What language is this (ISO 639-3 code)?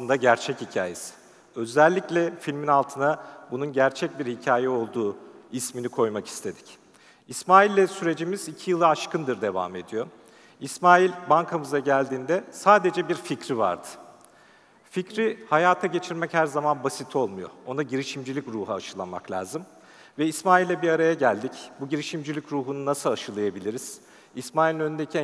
tur